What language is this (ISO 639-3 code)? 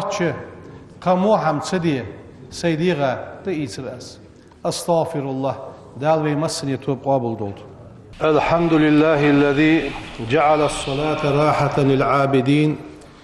inh